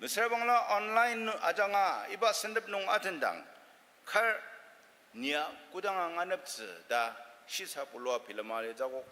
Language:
Ao Naga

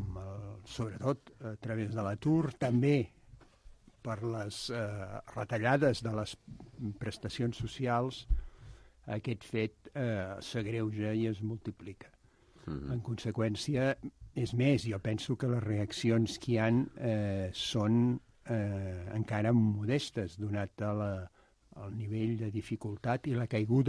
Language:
Catalan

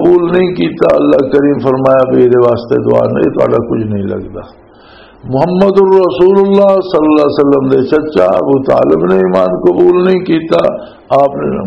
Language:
Western Panjabi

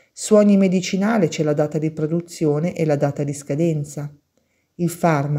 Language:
Italian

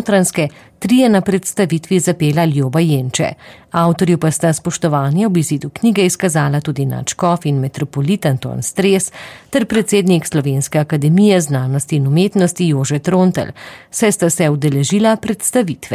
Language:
Slovenian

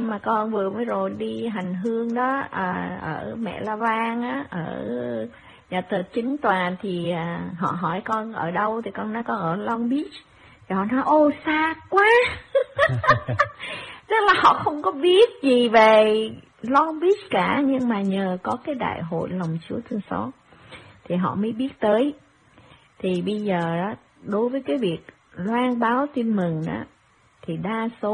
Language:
Vietnamese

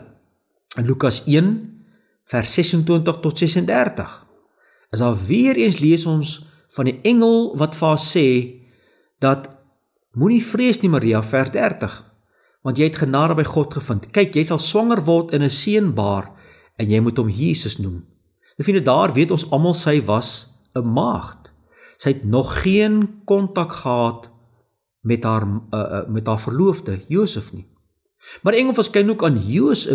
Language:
Afrikaans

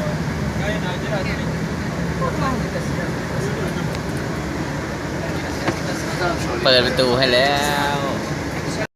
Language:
Lao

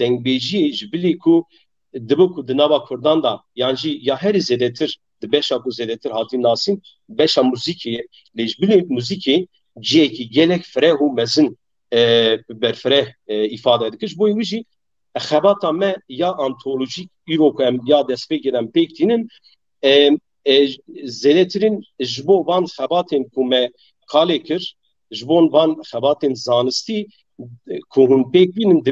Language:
Kurdish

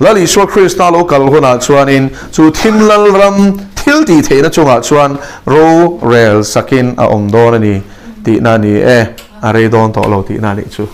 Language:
Mizo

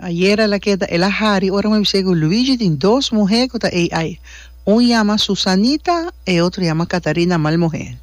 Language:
Papiamento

